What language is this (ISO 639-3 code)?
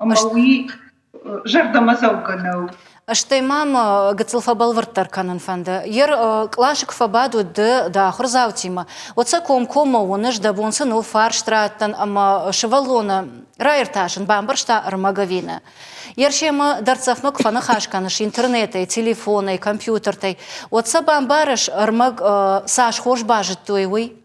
oss